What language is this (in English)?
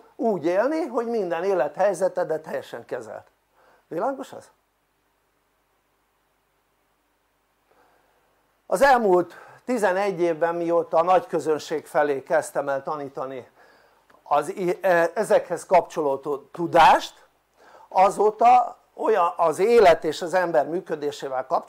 Hungarian